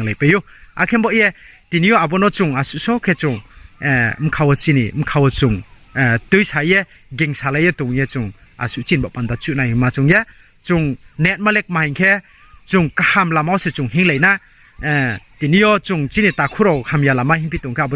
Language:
Riang (India)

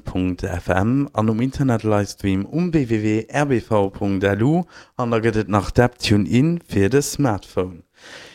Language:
Luxembourgish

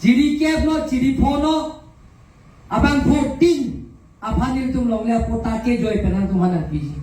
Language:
Karbi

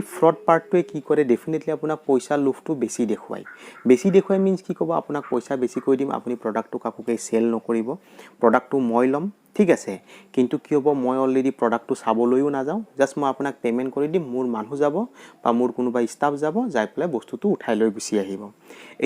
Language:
Assamese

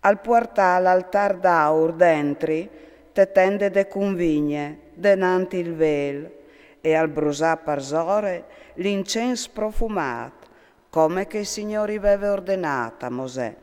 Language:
Friulian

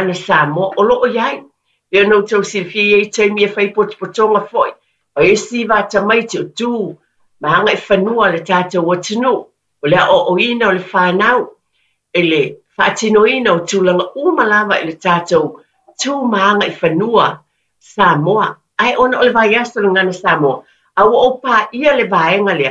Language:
Samoan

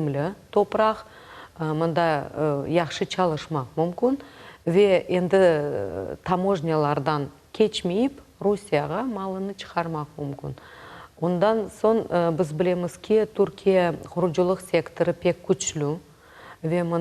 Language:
Crimean Tatar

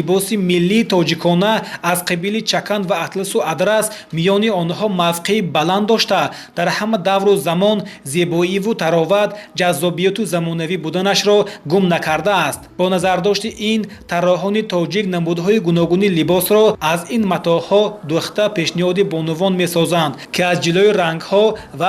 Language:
Tajik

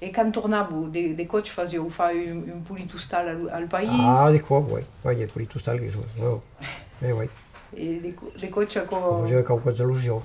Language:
Occitan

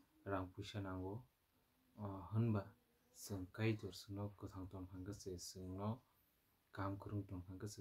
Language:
Kok Borok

